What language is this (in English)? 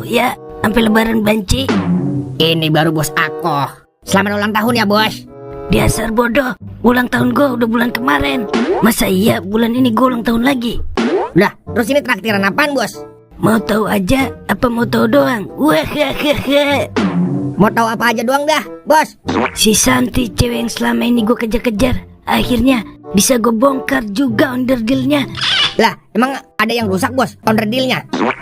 Betawi